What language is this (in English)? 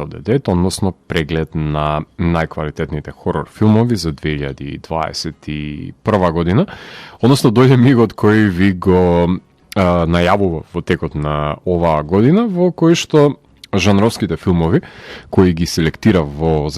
Macedonian